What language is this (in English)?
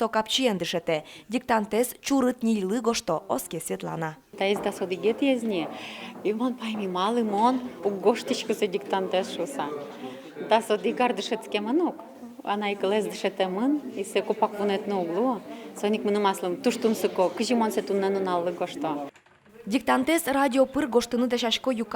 Udmurt